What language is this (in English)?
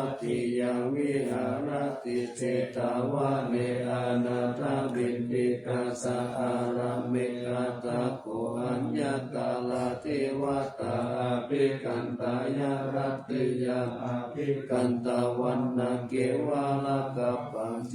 Pali